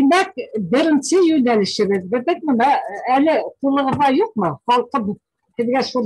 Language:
Bashkir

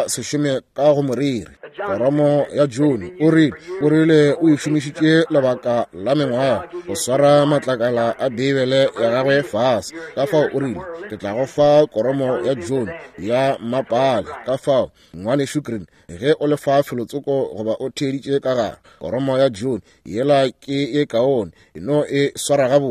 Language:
Northern Sotho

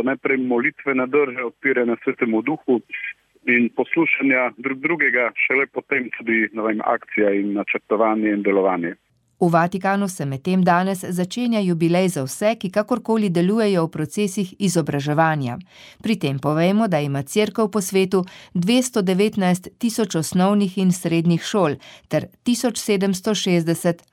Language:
Slovenian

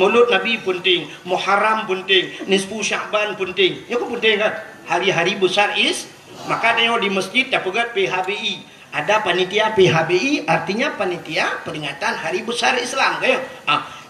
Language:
Achinese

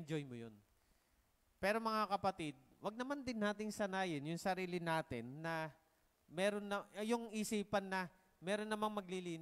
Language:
Filipino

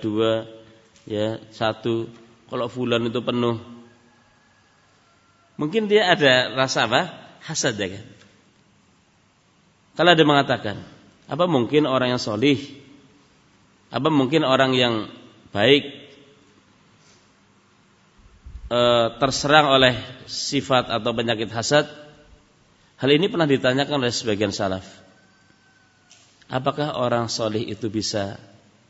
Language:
Indonesian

